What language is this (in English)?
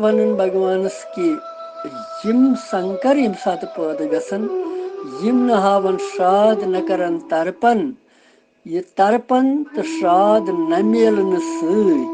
Kashmiri